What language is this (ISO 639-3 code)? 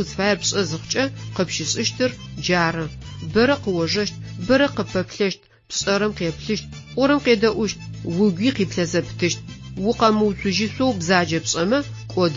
ady